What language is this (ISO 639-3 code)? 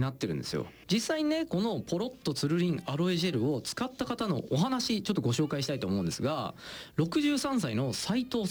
jpn